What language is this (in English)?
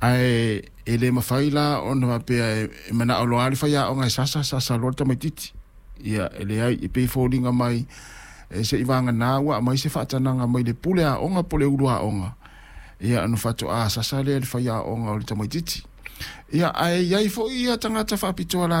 Samoan